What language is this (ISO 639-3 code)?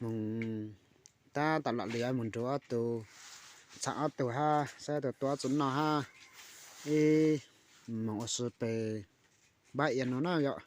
hmn